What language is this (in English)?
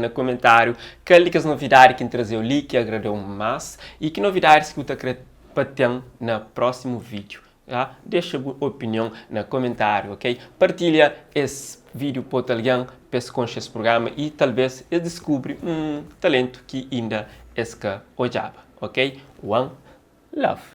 Kabuverdianu